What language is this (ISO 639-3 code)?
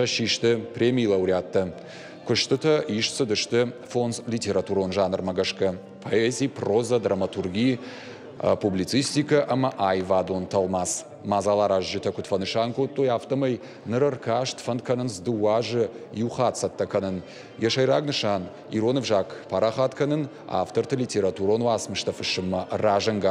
oss